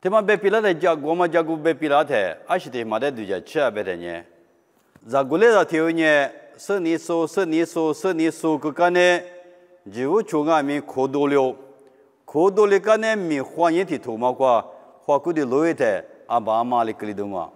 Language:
Lisu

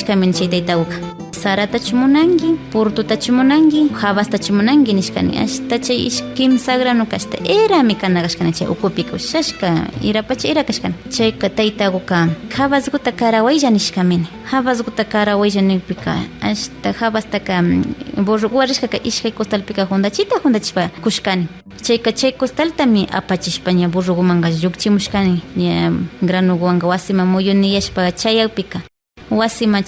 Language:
Imbabura Highland Quichua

